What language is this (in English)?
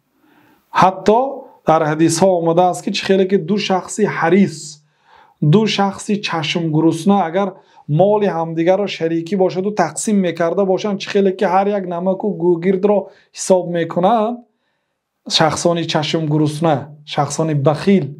Tajik